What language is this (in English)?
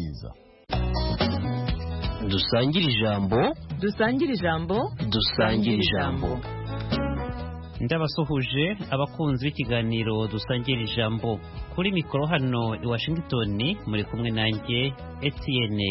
Kinyarwanda